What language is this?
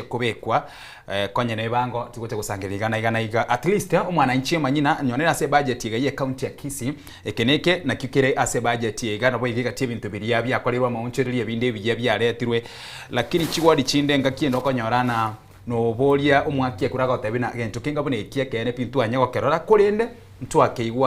Gusii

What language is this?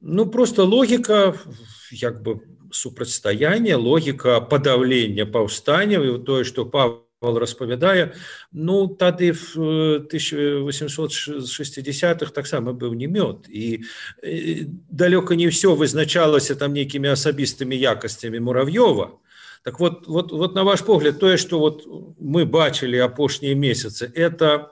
Belarusian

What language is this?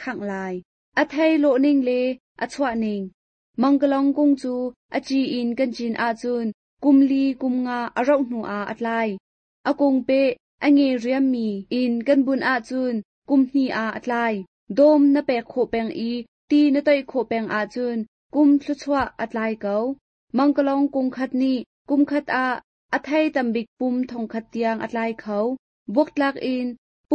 Hakha Chin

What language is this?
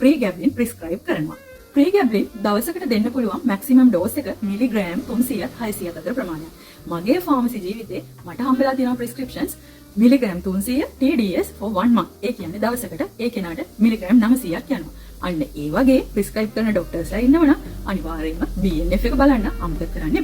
Sinhala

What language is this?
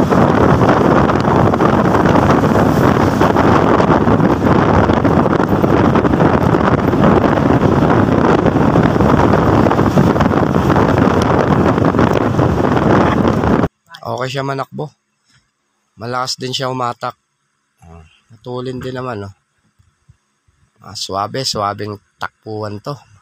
Filipino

